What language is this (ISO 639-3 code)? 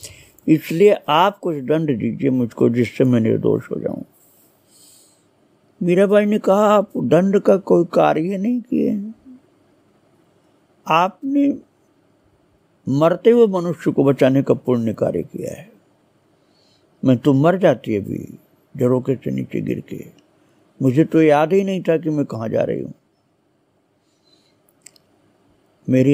hin